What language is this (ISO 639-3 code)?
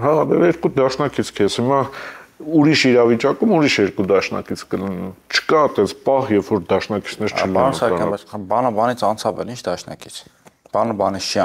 hye